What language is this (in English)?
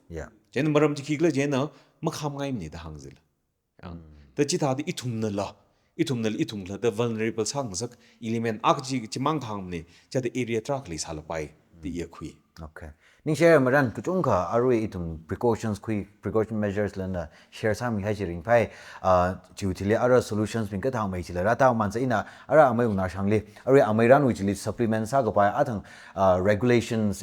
Tangkhul Naga (India)